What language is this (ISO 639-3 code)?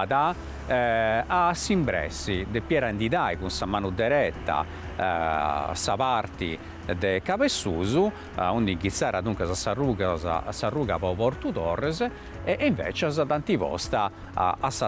srd